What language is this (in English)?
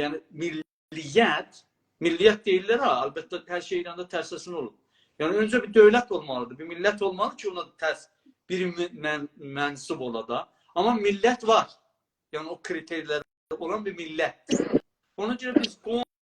South Azerbaijani